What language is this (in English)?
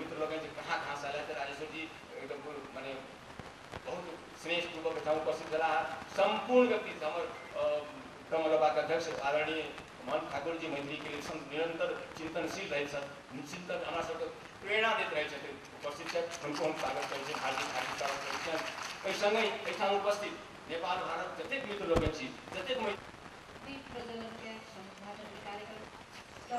Maithili